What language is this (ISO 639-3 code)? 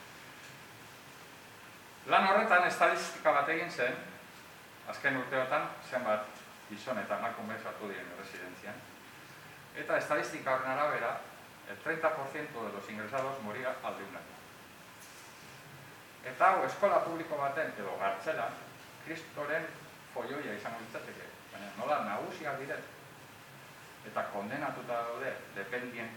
eus